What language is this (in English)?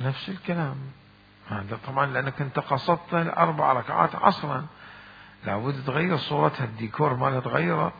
Mesopotamian Arabic